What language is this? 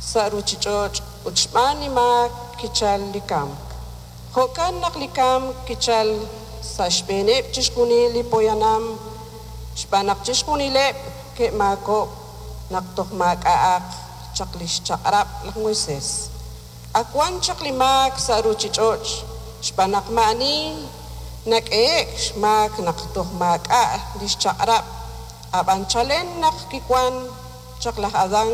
Kekchí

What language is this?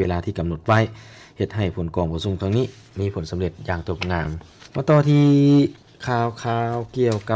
Lao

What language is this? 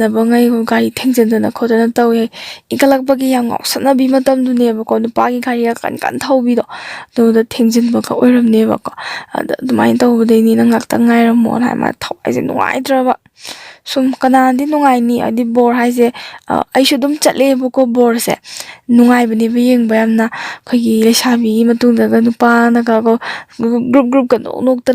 Manipuri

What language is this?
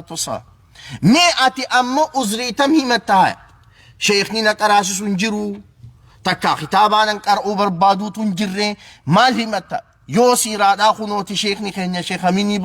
Oromo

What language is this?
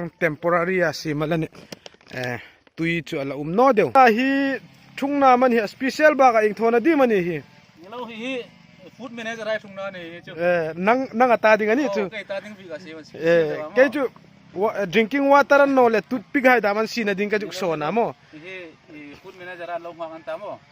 Hmar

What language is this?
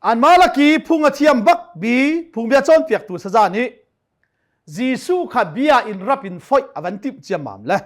Hakha Chin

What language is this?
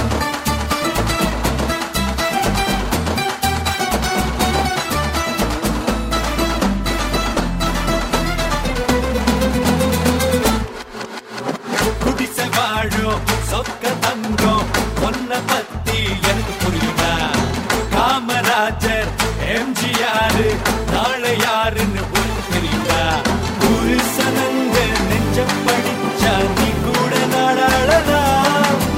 Tamil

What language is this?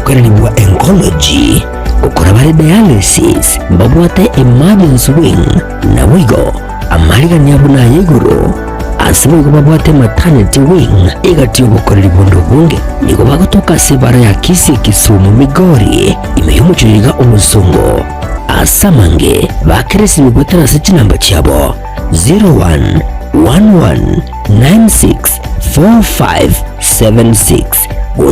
Gusii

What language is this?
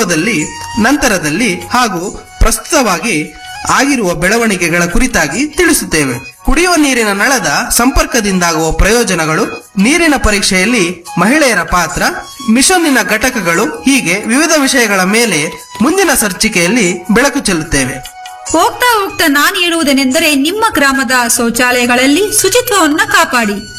Kannada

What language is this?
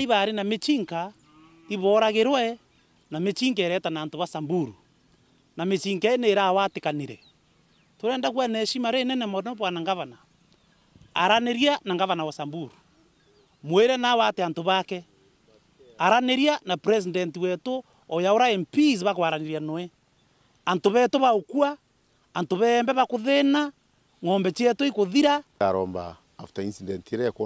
Meru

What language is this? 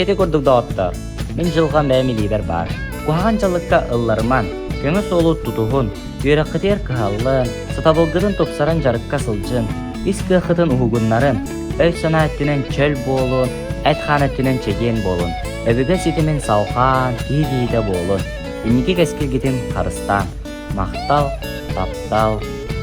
Yakut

